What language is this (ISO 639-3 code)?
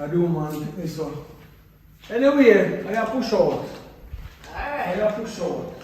jam